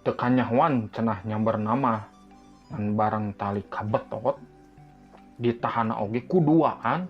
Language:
Sundanese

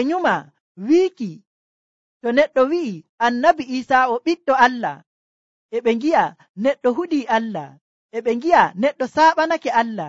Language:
Nigerian Fulfulde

